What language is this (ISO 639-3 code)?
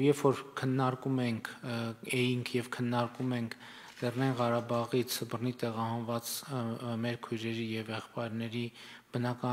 hye